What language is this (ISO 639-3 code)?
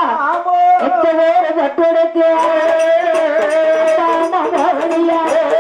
tam